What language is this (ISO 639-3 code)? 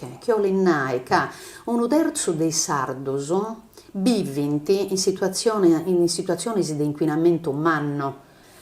srd